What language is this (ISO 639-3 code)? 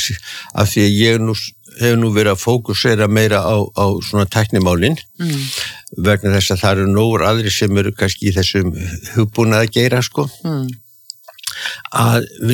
isl